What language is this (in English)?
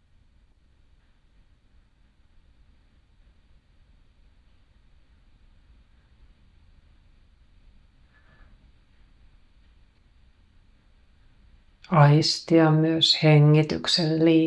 Finnish